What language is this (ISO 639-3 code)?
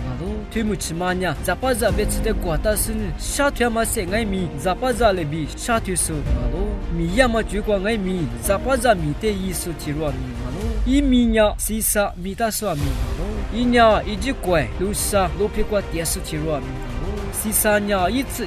lis